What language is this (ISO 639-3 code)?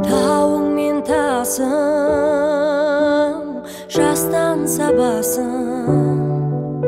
kaz